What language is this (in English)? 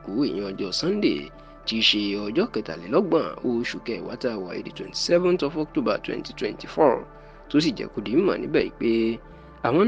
Yoruba